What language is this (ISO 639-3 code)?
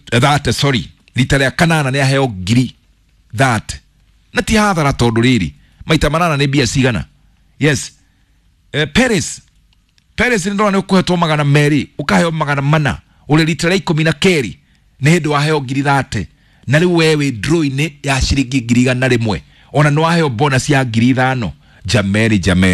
kik